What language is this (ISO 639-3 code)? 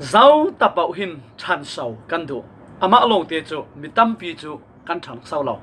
cfm